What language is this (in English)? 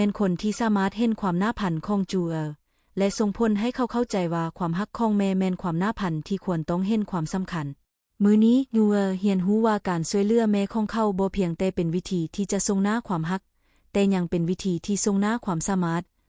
Lao